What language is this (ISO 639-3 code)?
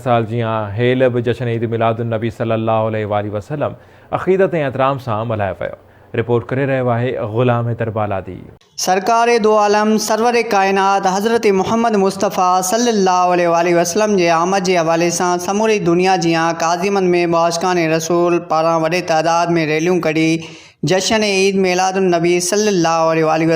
snd